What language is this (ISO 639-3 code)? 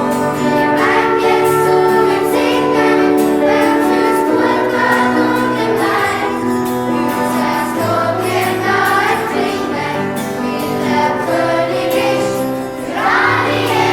gsw